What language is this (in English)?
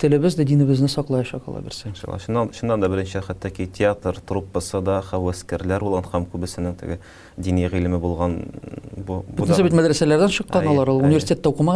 Tatar